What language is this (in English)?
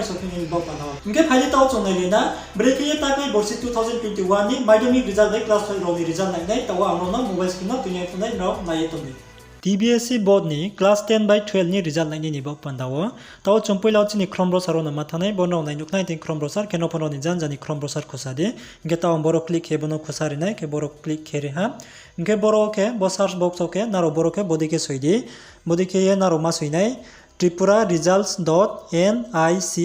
Riang (India)